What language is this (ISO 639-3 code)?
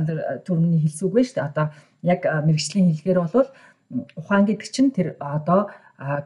mon